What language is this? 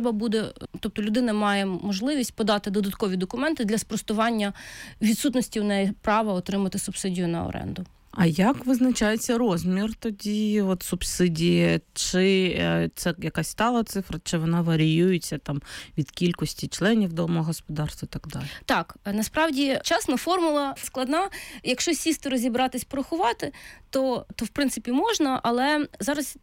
Ukrainian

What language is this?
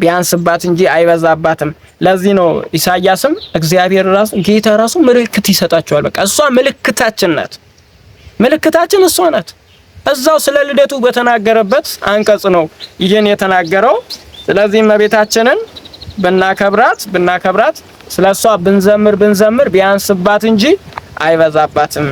Amharic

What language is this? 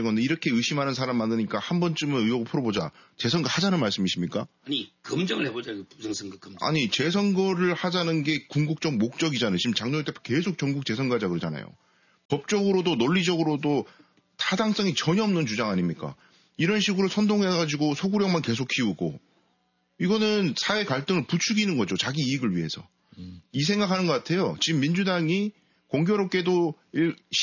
Korean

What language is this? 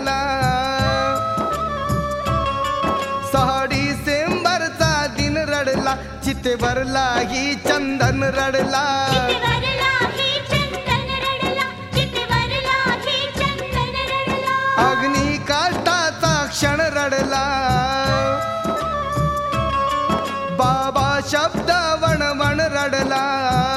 Marathi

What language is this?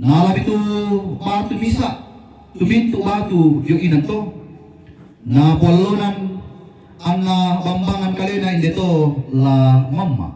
Toraja-Sa'dan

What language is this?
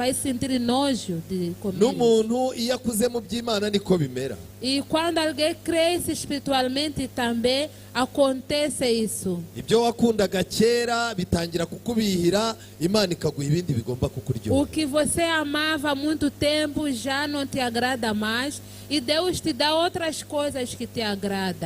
Kinyarwanda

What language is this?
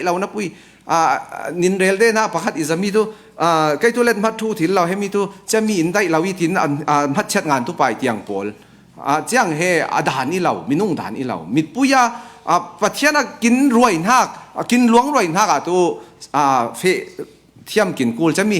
Falam Chin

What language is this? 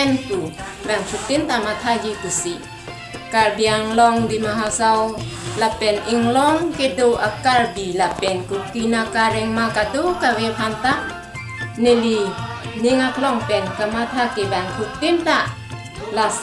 Karbi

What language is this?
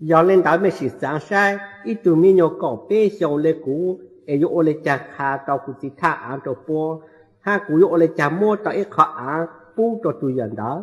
Hmong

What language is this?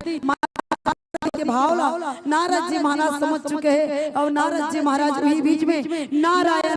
Chhattisgarhi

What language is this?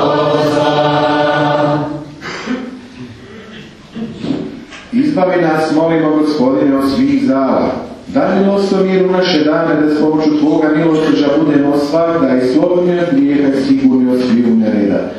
Croatian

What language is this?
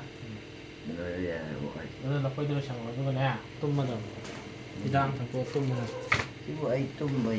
Manipuri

